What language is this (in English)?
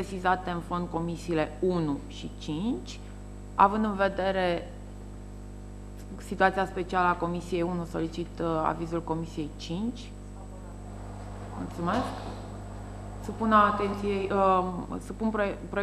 Romanian